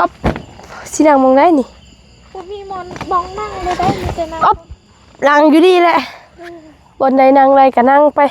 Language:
Lao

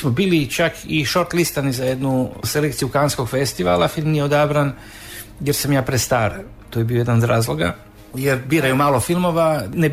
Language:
Croatian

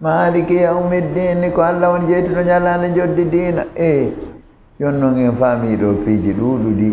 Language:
Fula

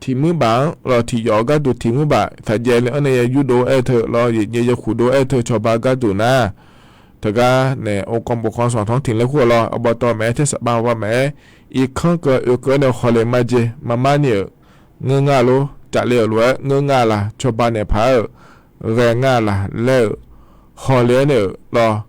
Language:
Akha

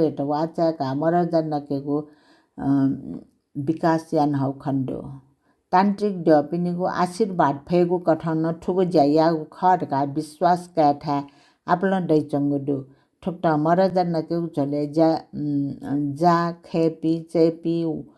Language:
Newari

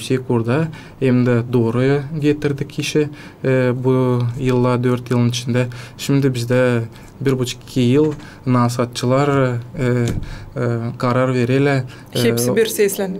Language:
Gagauz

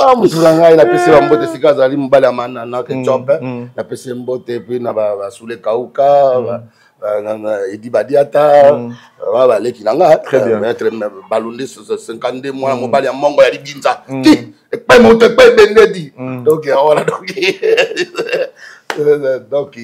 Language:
Lingala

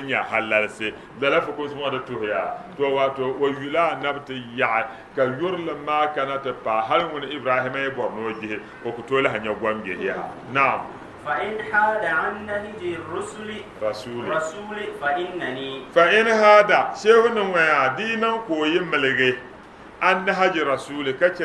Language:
Dagbani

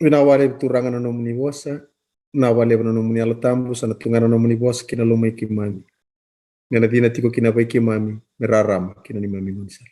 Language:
Fijian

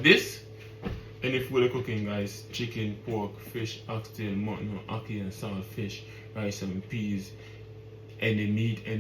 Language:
Jamaican Creole English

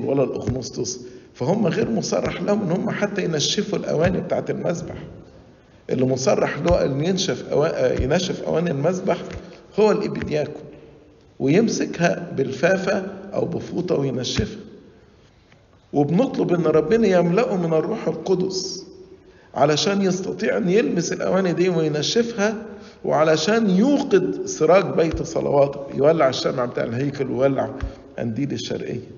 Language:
Egyptian Arabic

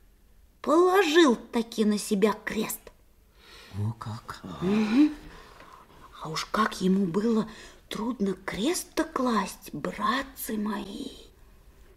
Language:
Russian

